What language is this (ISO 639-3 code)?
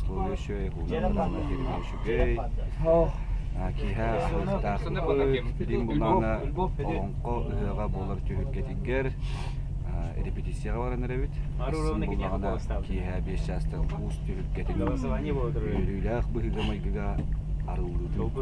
sah